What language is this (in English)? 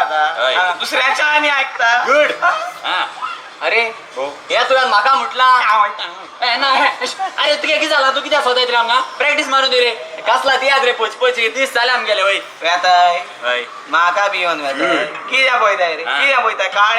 Konkani